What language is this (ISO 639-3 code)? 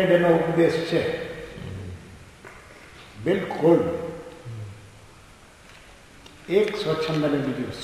guj